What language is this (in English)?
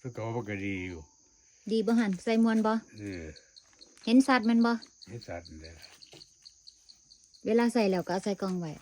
Lao